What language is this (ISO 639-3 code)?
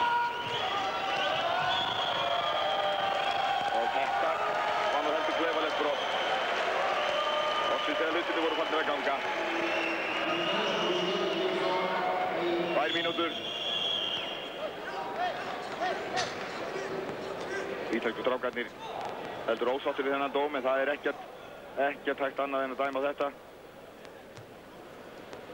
isl